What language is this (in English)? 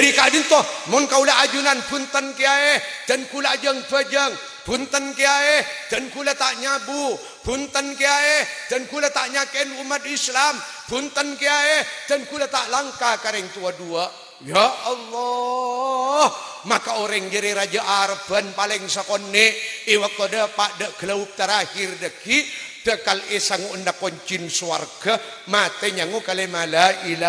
Madurese